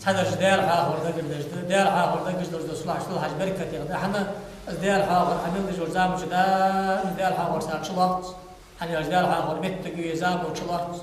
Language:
Ingush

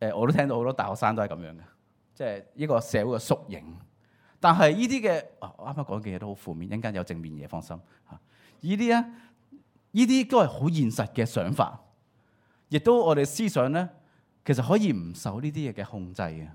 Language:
Cantonese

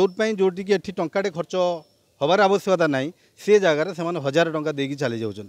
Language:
Odia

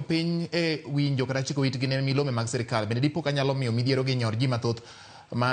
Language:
Luo (Kenya and Tanzania)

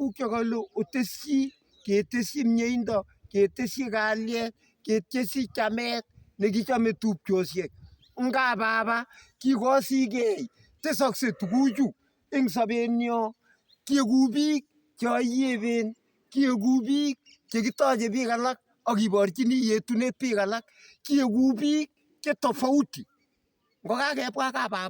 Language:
Kalenjin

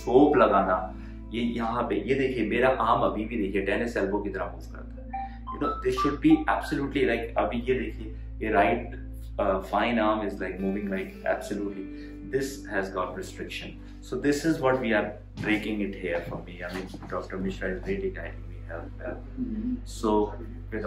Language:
Hindi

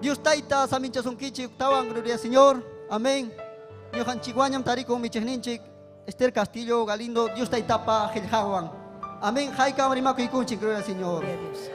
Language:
Ayacucho Quechua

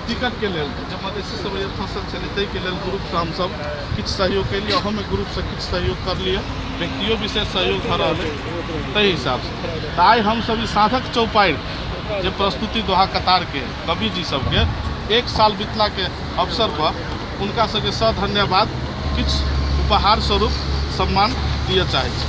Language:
Maithili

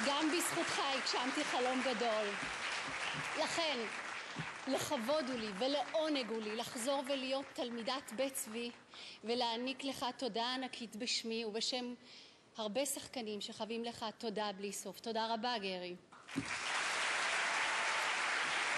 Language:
Hebrew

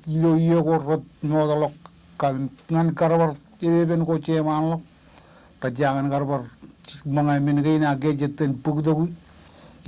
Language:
Marshallese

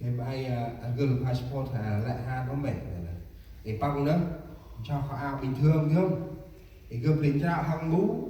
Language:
Central Mnong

